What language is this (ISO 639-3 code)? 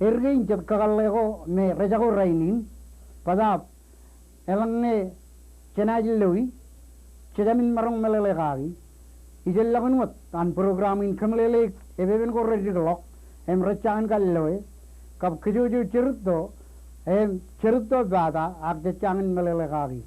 mah